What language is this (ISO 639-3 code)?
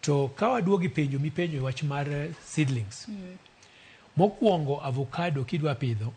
luo